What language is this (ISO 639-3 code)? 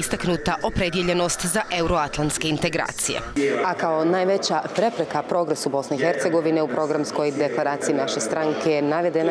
bos